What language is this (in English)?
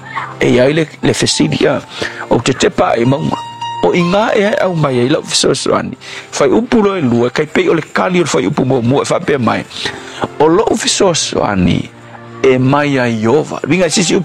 Samoan